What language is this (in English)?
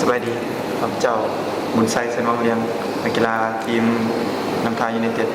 Lao